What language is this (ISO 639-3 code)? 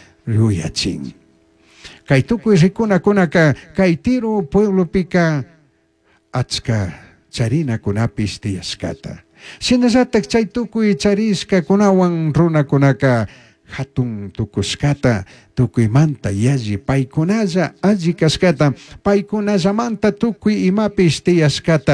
qug